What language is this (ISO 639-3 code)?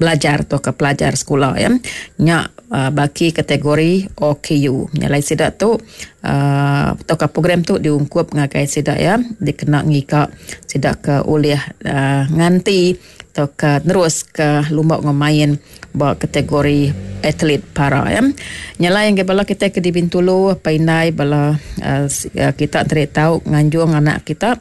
iba